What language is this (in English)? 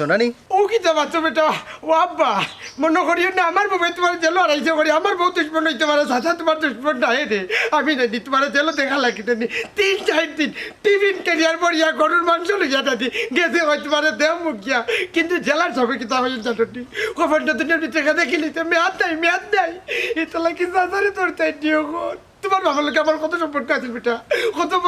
Sylheti